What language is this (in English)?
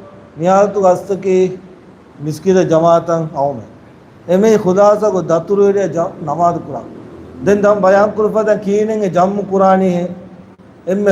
Divehi